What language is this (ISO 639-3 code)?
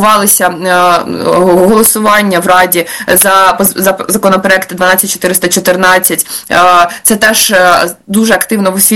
ukr